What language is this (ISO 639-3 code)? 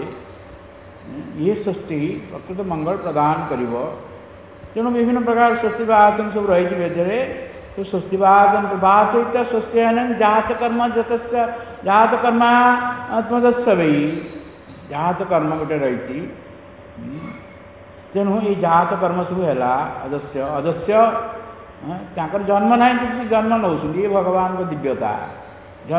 ori